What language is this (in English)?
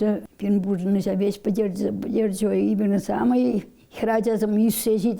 Chuvash